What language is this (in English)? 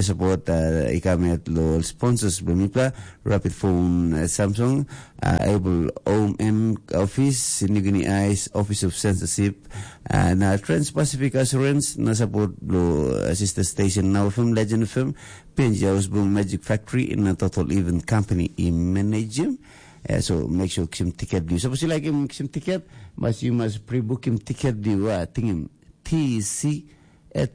Tok Pisin